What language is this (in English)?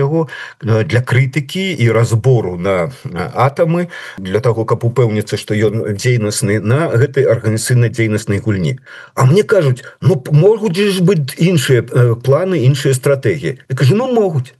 Belarusian